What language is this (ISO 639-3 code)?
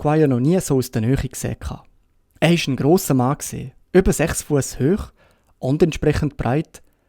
gsw